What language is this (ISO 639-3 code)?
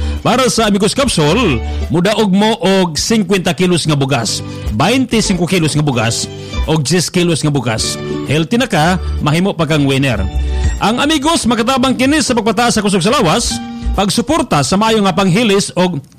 ceb